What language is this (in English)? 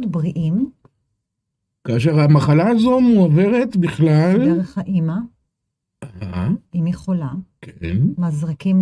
Hebrew